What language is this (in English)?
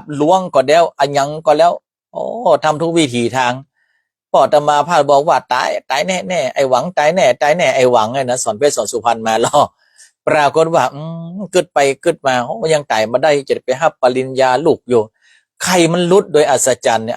Northern Thai